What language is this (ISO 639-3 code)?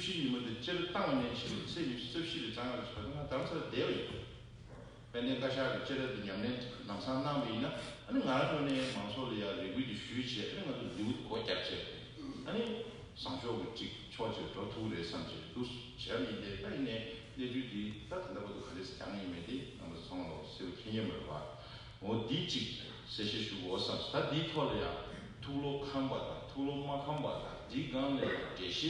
bod